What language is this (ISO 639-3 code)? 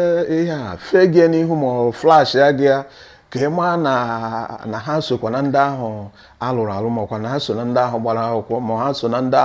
ibo